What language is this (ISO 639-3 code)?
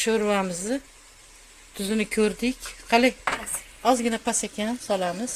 uzb